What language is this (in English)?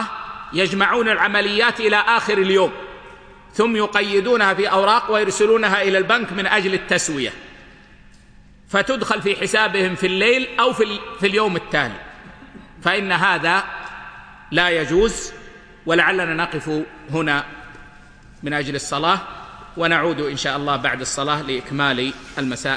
Arabic